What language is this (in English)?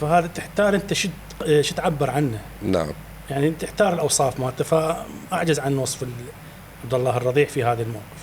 Mesopotamian Arabic